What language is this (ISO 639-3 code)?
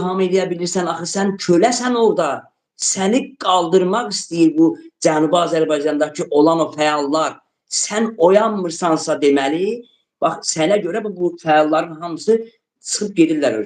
aze